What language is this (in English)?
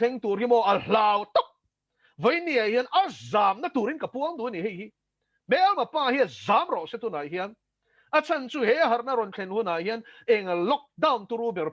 Mizo